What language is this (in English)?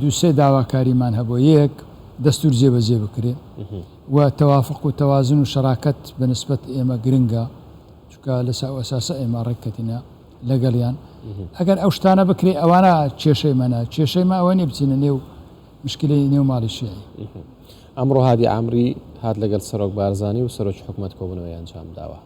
Central Kurdish